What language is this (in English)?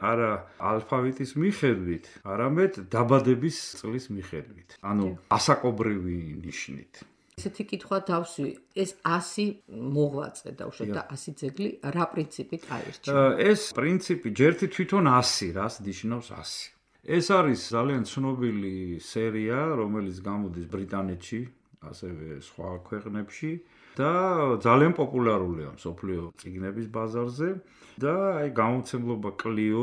Georgian